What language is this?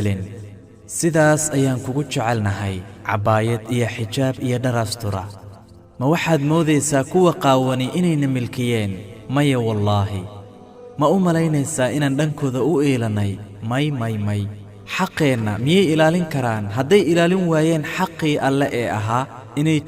Somali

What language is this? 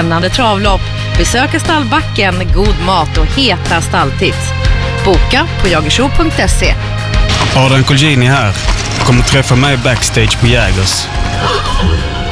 Swedish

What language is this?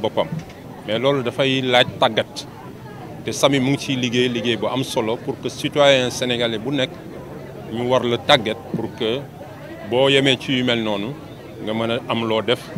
Wolof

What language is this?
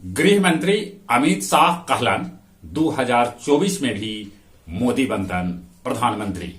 Magahi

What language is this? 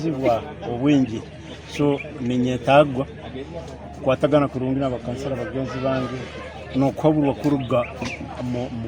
Nyankole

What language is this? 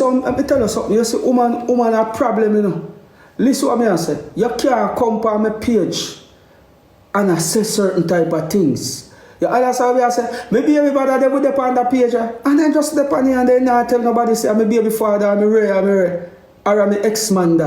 Jamaican Creole English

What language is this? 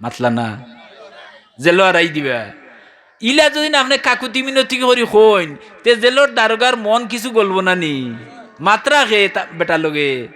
Sylheti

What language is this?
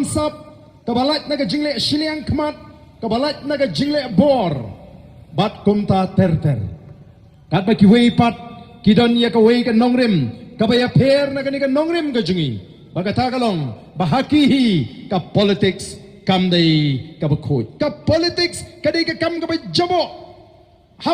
Khasi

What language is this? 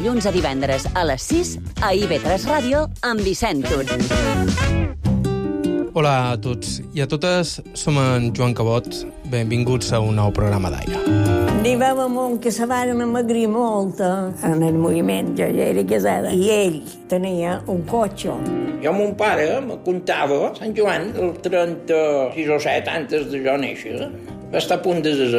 Catalan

